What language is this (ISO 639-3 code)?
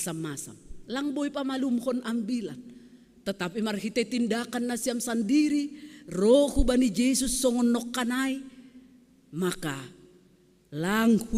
bts